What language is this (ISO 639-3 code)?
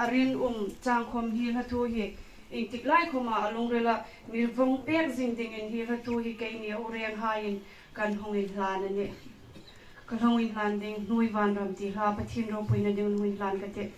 hmr